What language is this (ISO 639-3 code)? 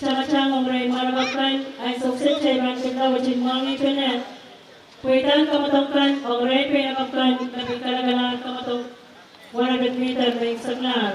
pon